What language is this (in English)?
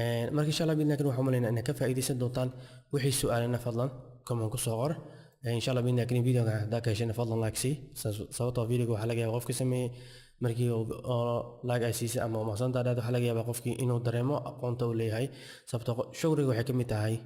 Somali